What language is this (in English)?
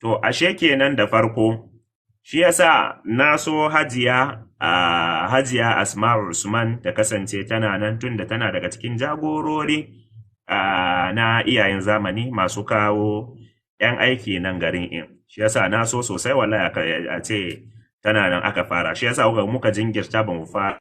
Hausa